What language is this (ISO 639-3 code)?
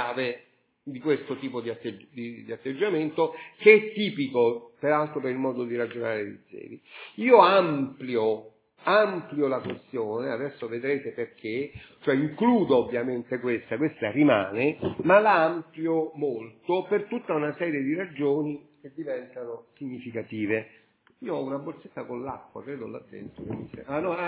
ita